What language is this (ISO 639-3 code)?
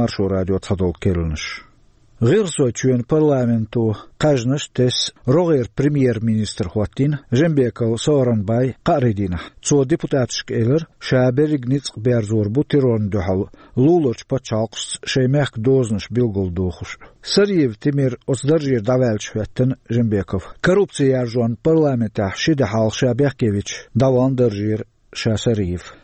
che